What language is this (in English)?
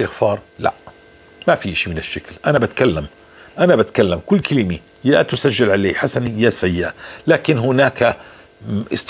North Levantine Arabic